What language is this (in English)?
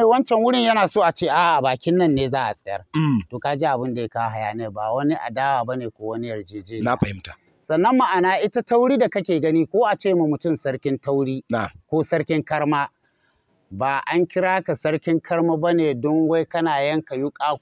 Hausa